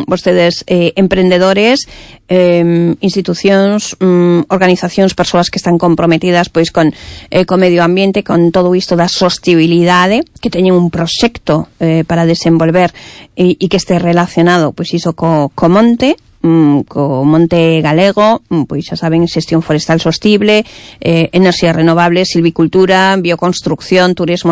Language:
Galician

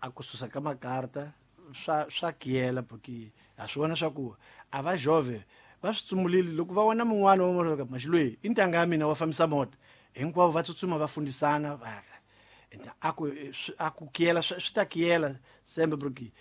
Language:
Tsonga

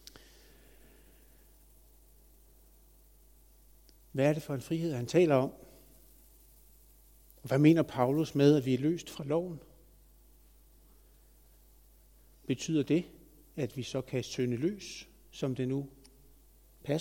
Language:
Danish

